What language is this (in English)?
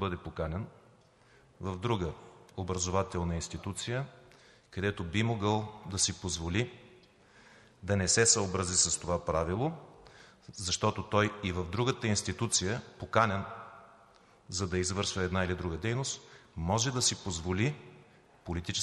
Bulgarian